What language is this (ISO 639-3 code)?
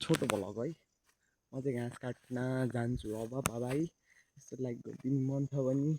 nep